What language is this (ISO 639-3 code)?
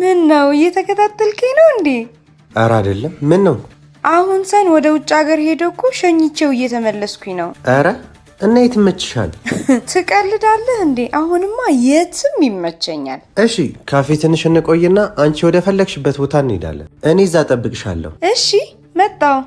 amh